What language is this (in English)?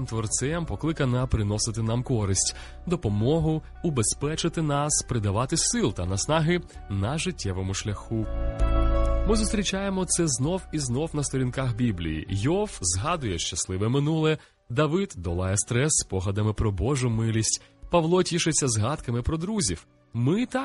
Ukrainian